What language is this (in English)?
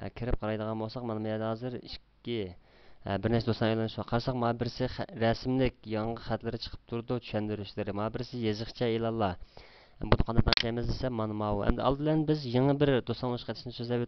Uyghur